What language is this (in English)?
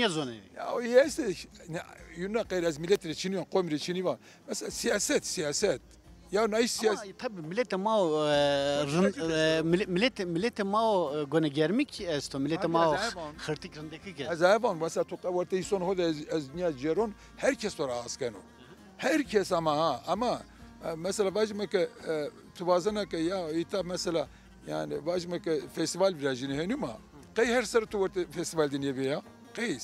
Zaza